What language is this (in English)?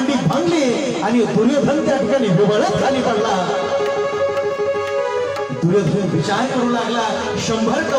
Marathi